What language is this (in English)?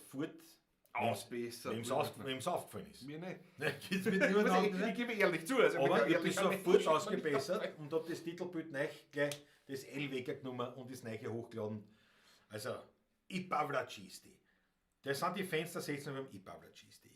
Bavarian